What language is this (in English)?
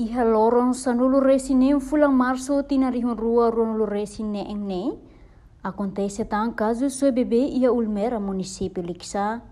Tetum